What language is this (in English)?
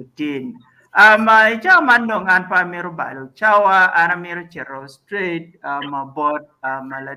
Acoli